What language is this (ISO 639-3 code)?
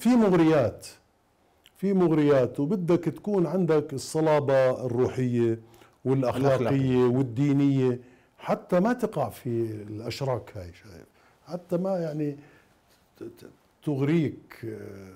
acm